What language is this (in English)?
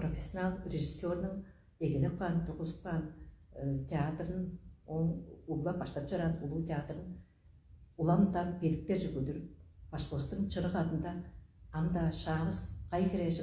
Tuvinian